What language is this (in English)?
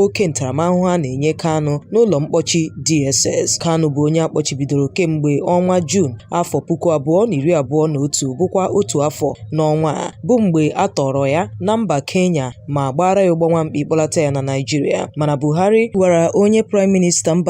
Igbo